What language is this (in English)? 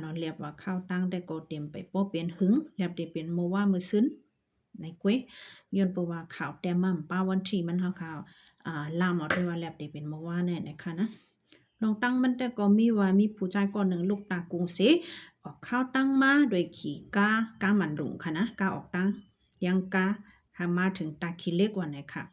Shan